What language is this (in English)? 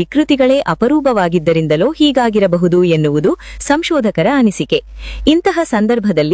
Kannada